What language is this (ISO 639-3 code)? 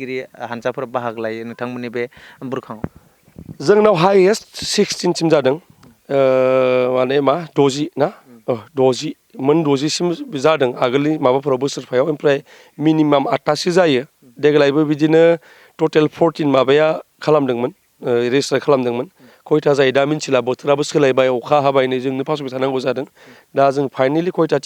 brx